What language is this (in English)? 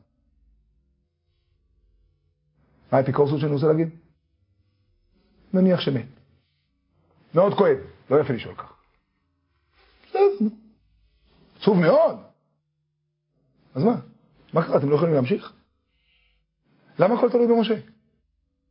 Hebrew